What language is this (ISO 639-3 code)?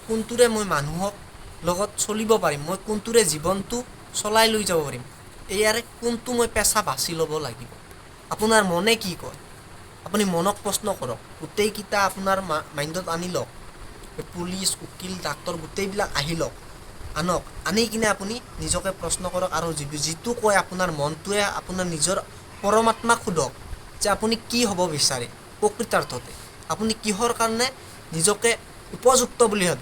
asm